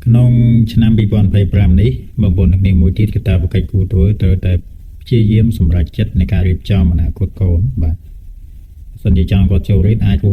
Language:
Khmer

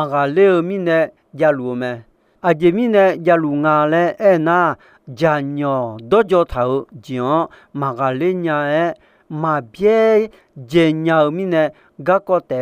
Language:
Akha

